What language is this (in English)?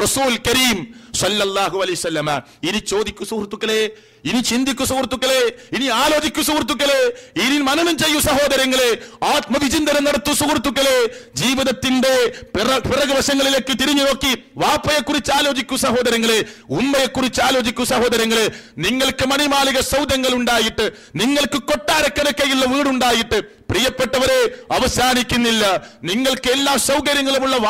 Malayalam